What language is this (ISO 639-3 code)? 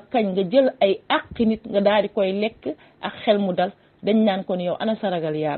wol